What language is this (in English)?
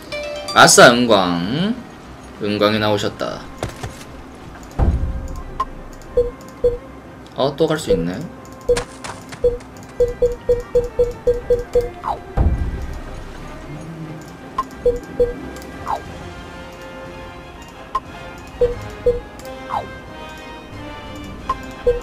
Korean